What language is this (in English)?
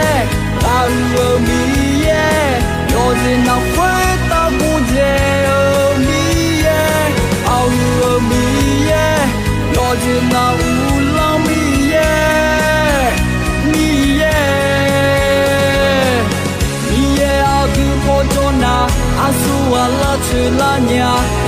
Akha